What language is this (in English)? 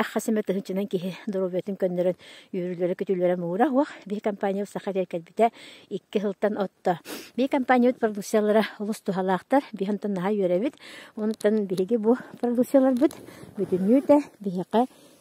Yakut